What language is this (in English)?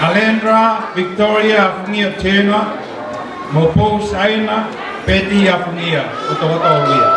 Tongan